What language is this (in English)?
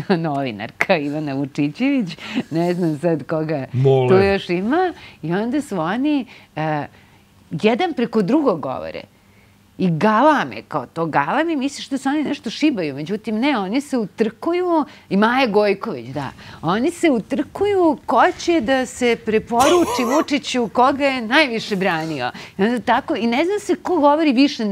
Serbian